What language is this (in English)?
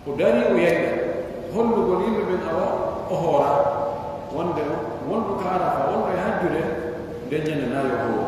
Pular